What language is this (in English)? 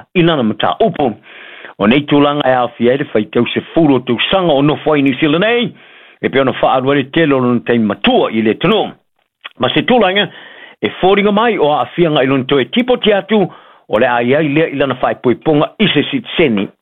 Samoan